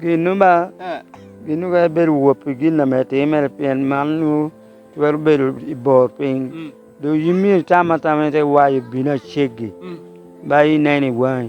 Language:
Lango (Uganda)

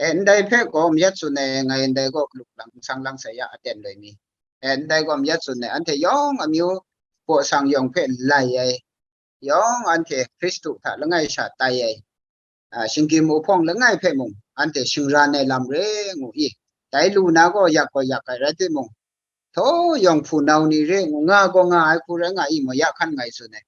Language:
Kachin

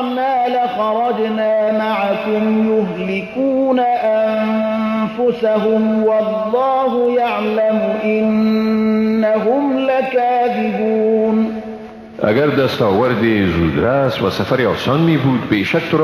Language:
Persian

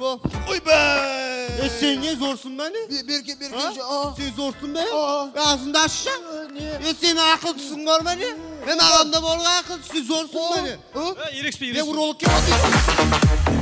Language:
Kara-Kalpak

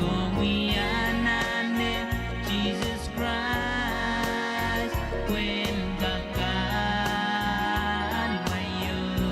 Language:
Pohnpeian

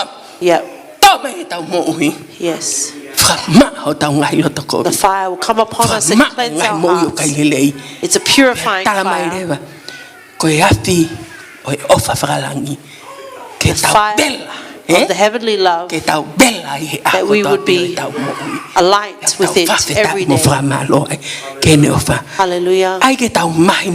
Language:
Tongan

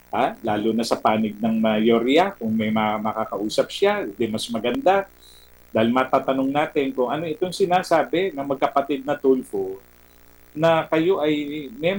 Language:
Filipino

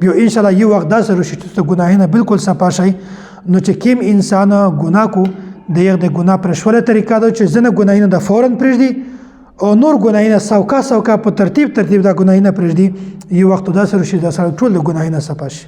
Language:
Pashto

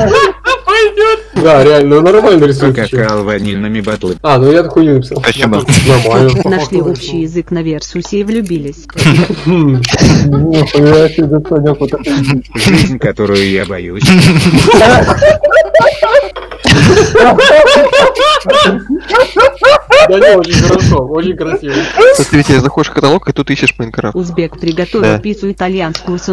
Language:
Russian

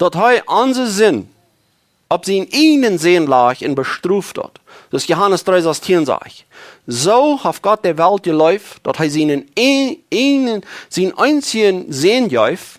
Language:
Plautdietsch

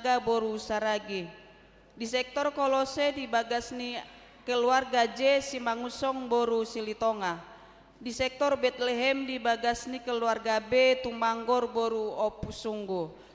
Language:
Batak Toba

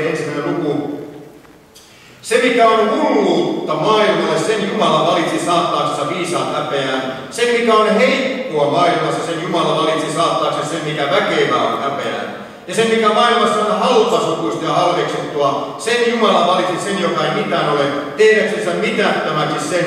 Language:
Finnish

